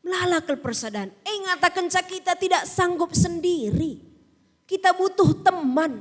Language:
Batak Karo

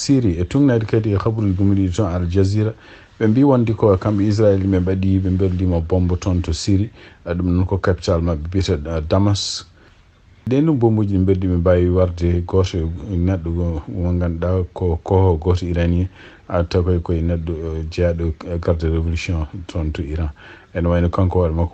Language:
Fula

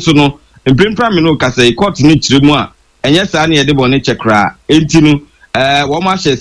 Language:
Akan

